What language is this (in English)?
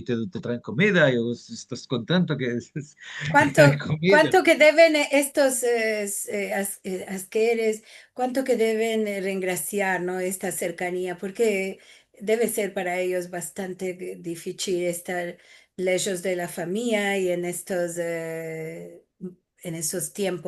Ladino